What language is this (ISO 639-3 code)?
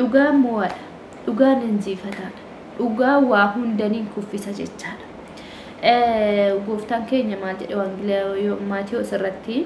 orm